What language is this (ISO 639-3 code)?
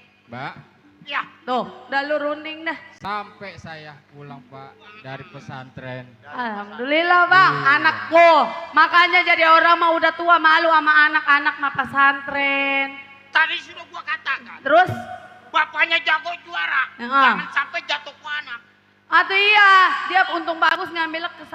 bew